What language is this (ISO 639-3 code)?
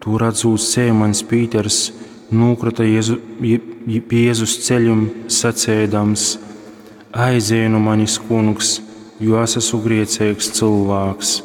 ltg